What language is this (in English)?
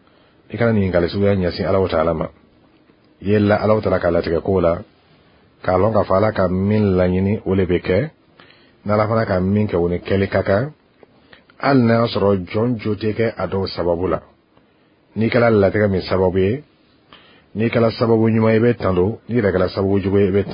Bambara